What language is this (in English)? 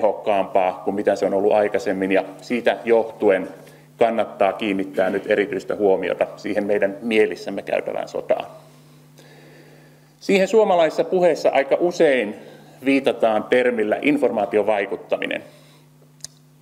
Finnish